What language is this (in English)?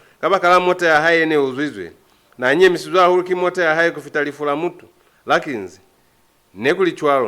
Lozi